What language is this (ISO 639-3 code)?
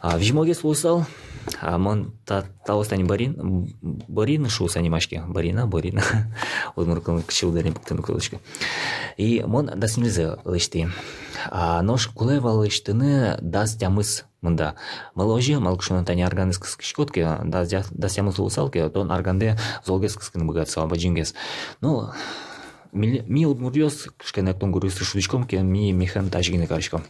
udm